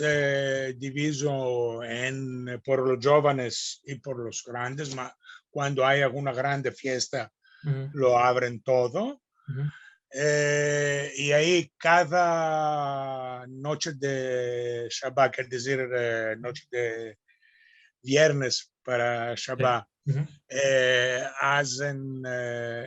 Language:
Ladino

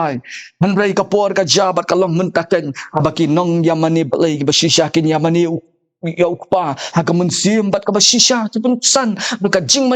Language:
Khasi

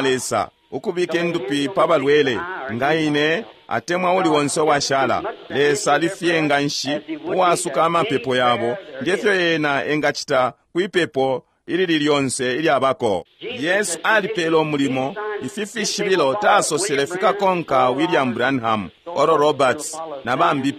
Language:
Bemba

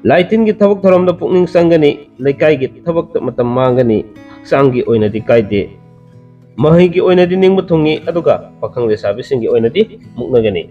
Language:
Manipuri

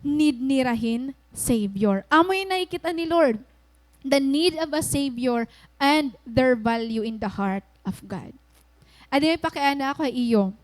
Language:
Waray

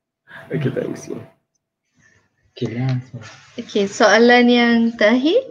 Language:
Malay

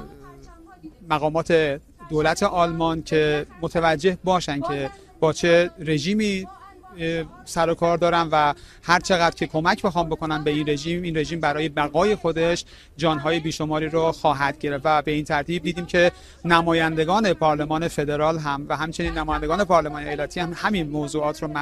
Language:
Persian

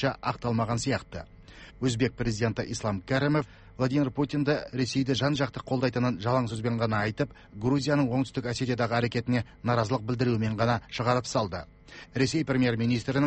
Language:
Kazakh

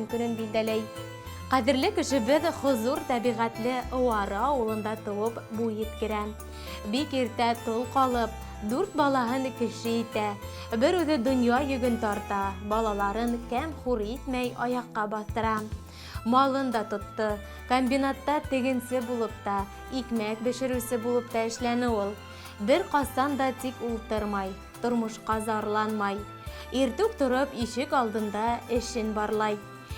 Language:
Bashkir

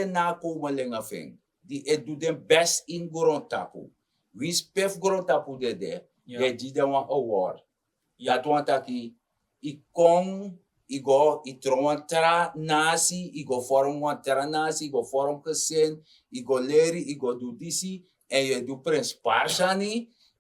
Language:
Sranan Tongo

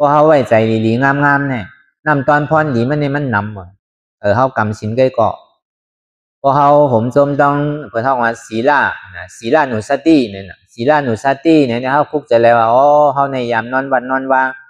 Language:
Shan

